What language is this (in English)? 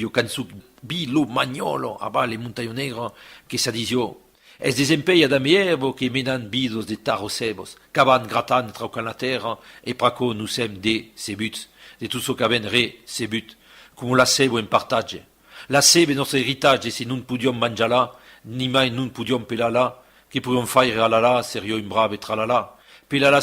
Occitan